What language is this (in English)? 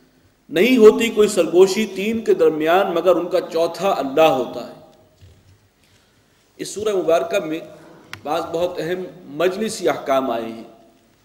Urdu